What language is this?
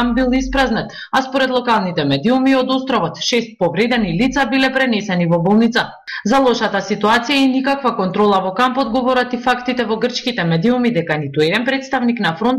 Macedonian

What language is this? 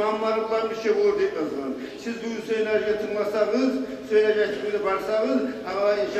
Kumyk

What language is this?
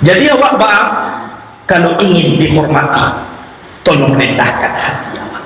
Minangkabau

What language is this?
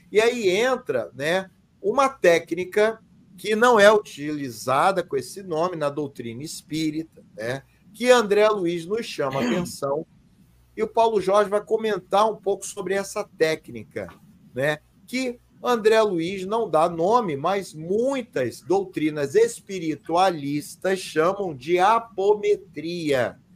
Portuguese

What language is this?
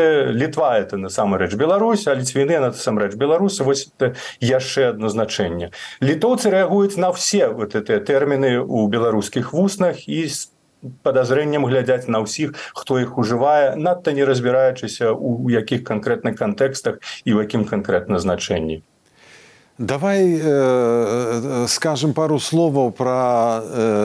Belarusian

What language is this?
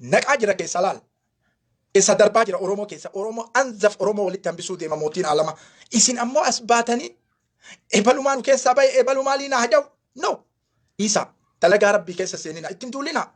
Oromo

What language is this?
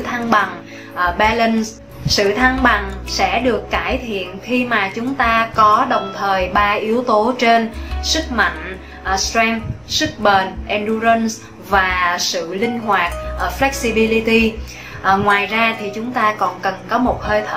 Vietnamese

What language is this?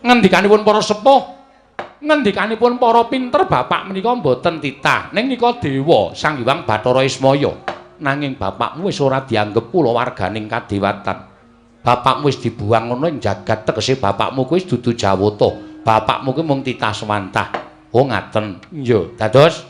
Javanese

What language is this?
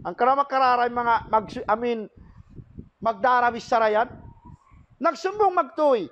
Tausug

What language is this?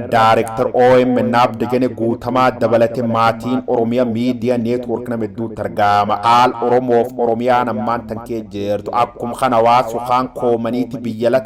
Oromo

